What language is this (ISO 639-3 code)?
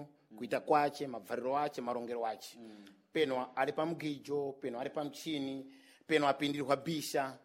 seh